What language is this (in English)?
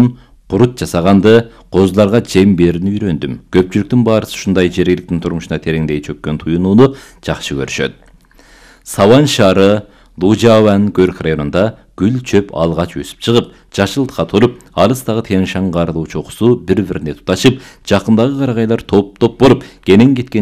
Kyrgyz